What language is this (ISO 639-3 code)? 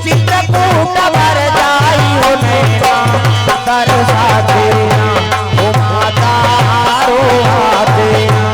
hne